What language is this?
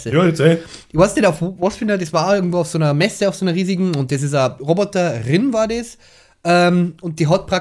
Bavarian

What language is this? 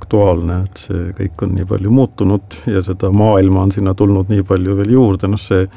Estonian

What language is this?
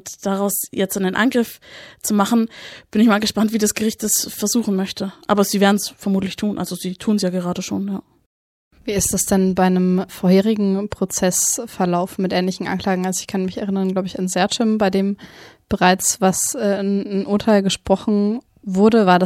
German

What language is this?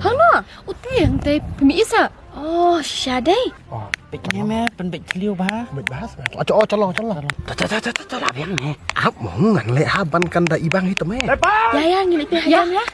Khasi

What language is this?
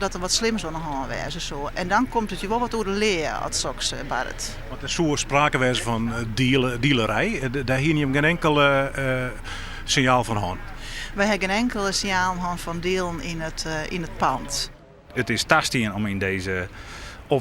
Western Frisian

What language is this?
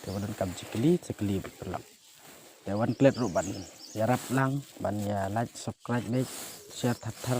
Khasi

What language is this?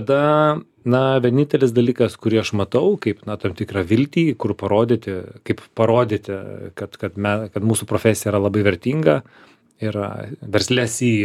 Lithuanian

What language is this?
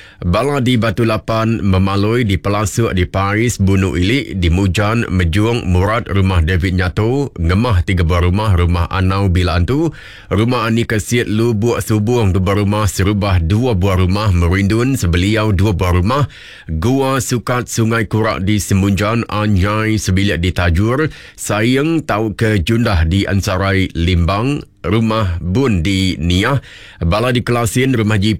Iban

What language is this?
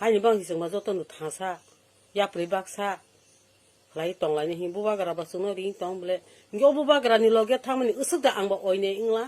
Kok Borok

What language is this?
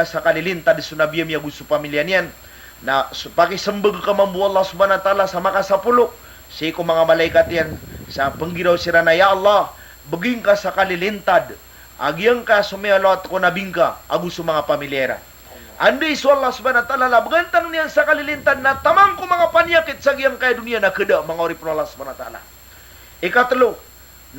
Maranao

